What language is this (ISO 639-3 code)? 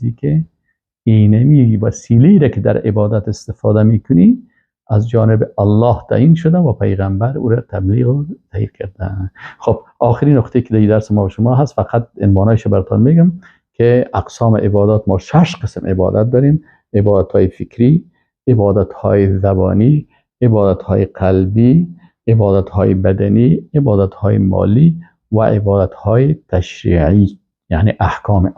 fas